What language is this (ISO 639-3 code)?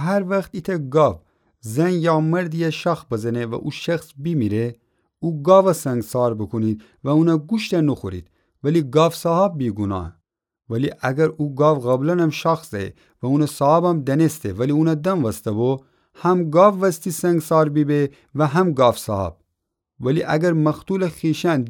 glk